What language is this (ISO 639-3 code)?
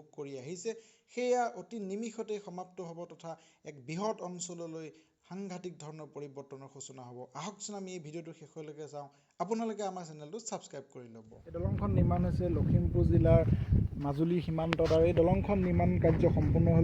asm